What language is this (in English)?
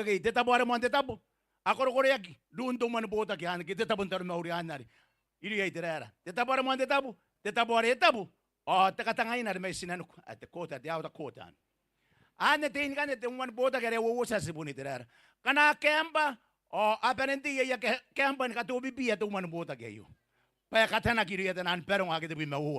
Gilbertese